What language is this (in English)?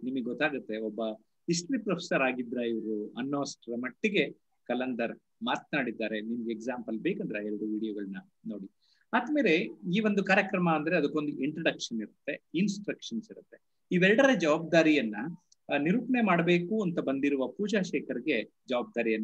Kannada